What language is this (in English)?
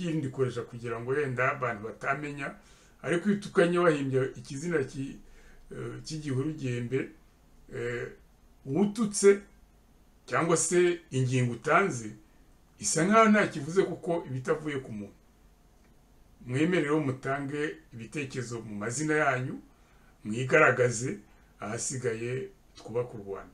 Kinyarwanda